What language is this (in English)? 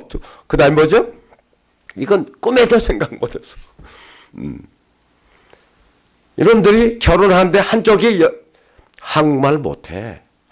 Korean